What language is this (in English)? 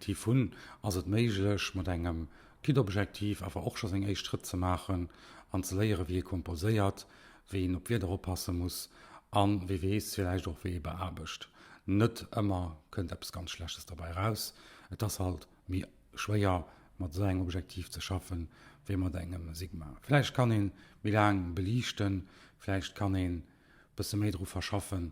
Luxembourgish